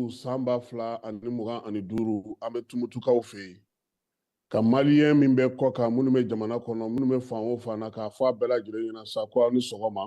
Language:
Bambara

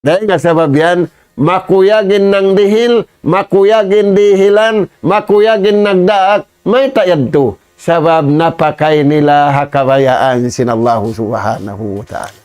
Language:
Tausug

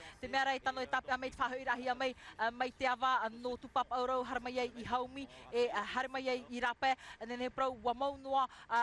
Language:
Tahitian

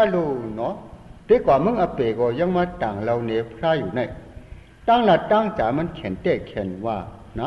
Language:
Shan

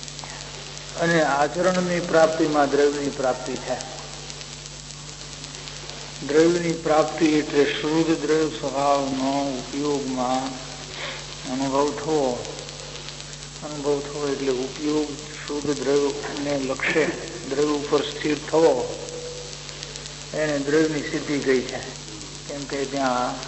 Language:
Gujarati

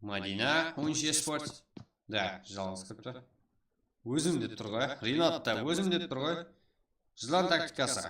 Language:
Kara-Kalpak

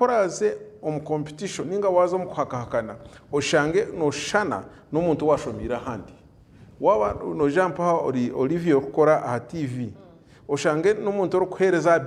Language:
Nyankole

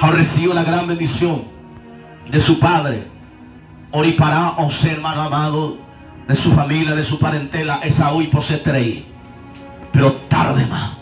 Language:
Guarani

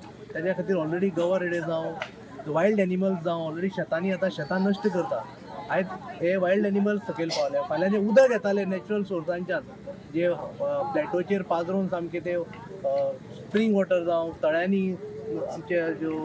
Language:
Konkani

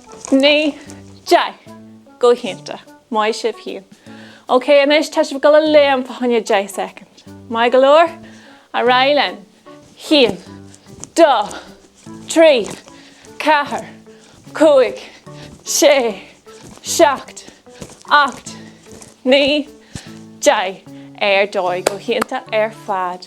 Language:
Irish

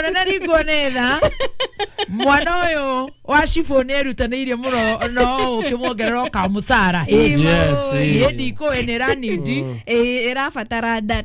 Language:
Kikuyu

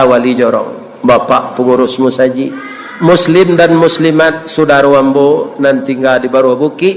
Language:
Minangkabau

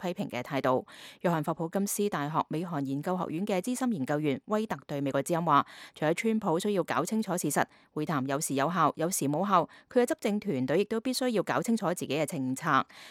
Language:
Cantonese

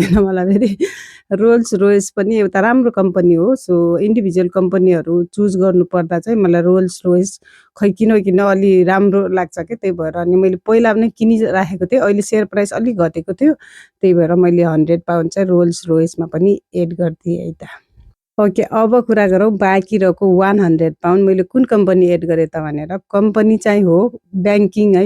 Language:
Nepali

